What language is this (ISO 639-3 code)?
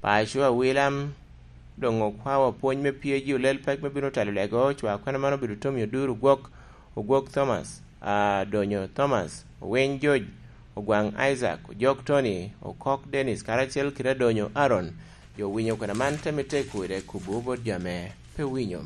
laj